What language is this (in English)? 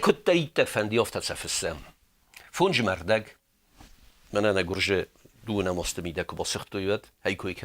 Ossetic